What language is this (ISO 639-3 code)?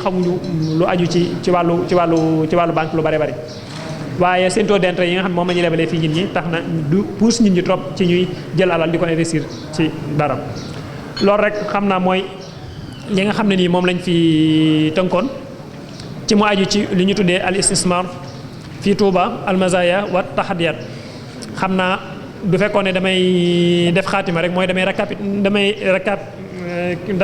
wol